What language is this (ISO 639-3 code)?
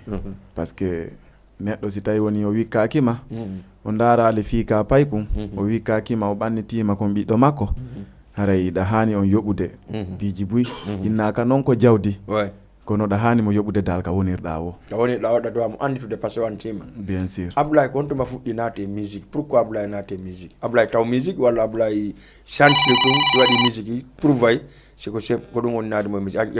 ful